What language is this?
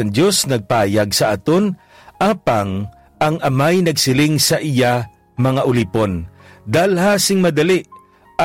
Hiligaynon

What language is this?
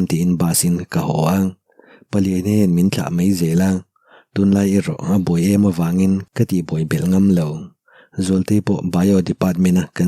Mizo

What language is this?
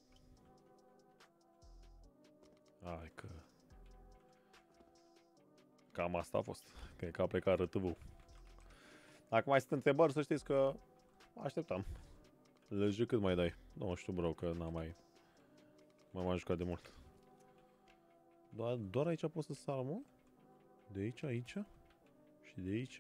Romanian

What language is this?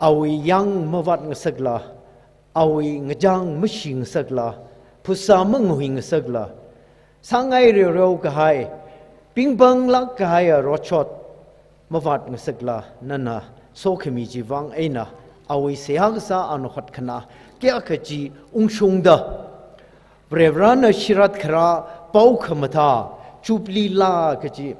Tangkhul Naga (India)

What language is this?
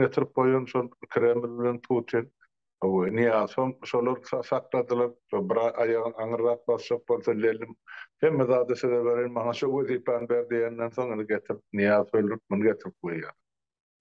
Turkmen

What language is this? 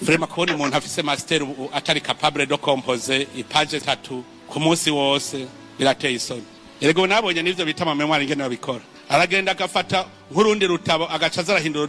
Rundi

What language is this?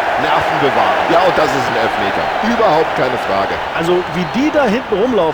Bavarian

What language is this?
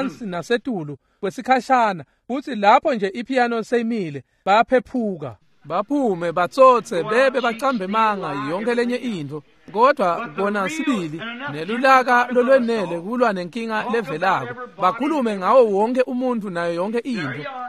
Swati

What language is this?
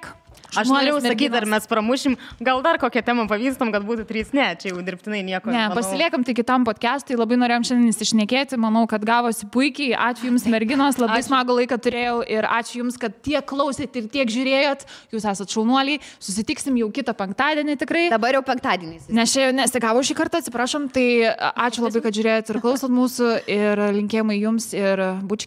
Lithuanian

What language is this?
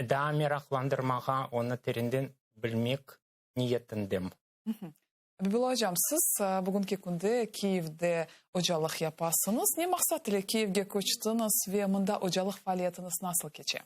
Crimean Tatar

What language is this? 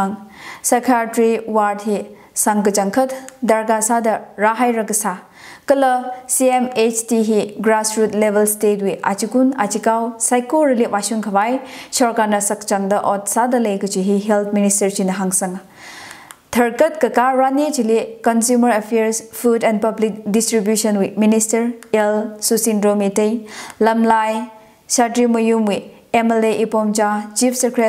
Tangkhul Naga (India)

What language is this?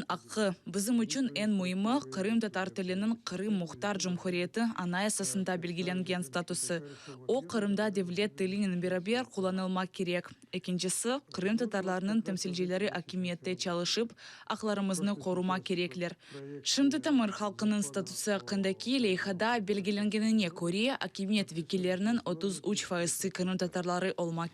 Crimean Tatar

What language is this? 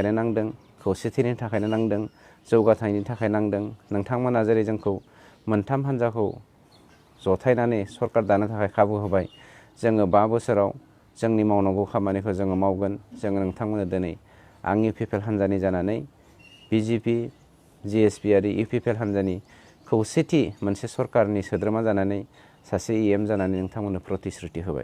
Bodo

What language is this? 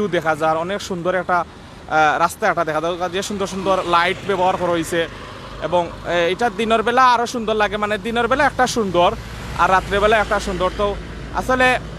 Sylheti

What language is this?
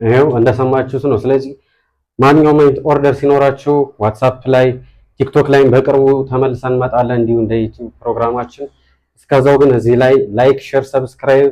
Amharic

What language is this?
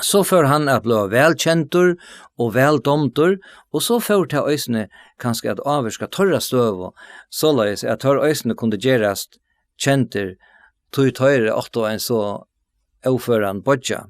Faroese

